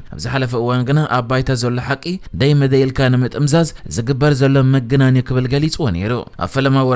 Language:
Tigrinya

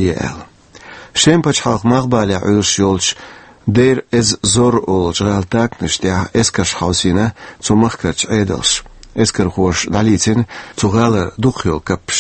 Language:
Chechen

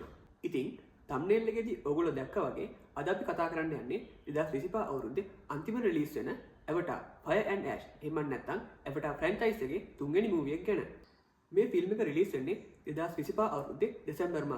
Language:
Sinhala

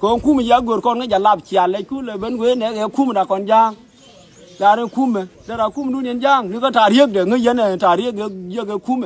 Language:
Nuer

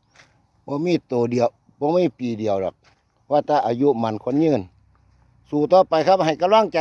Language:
Northeastern Thai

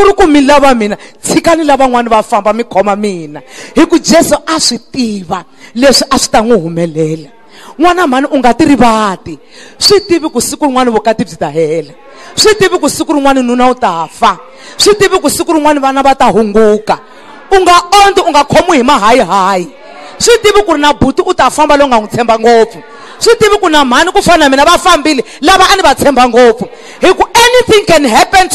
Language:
Tsonga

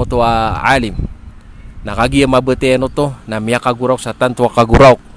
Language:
Maranao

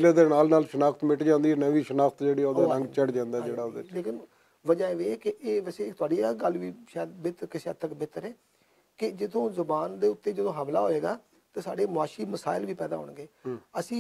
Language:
Western Panjabi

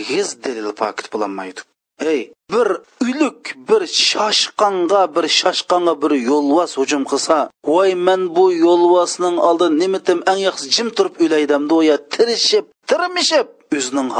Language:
Uyghur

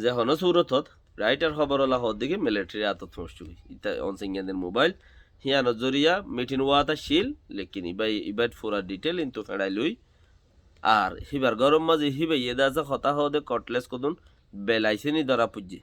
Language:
Rohingya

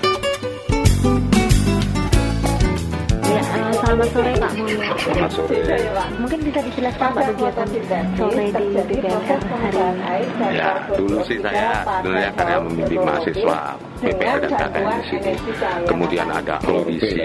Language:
Indonesian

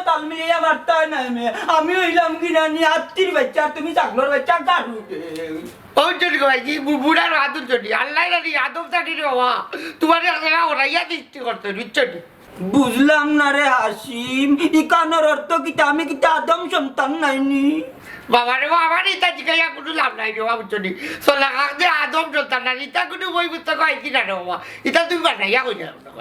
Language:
Sylheti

